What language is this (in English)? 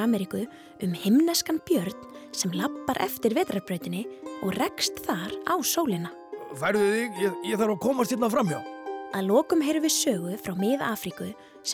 Icelandic